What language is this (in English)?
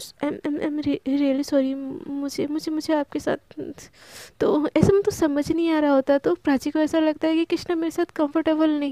Hindi